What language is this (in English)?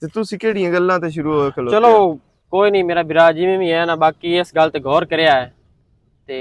Western Panjabi